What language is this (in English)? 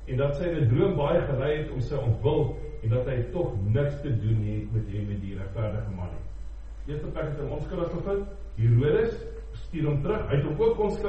Afrikaans